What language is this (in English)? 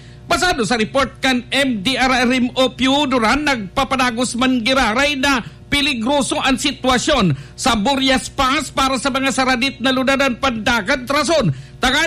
Bikol